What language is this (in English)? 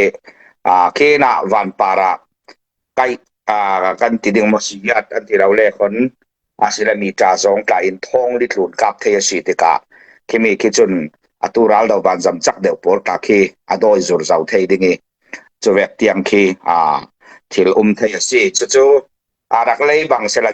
Falam Chin